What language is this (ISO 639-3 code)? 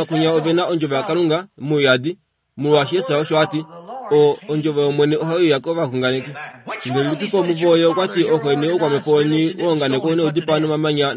kua